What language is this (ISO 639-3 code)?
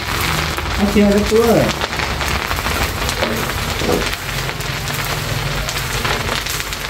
vie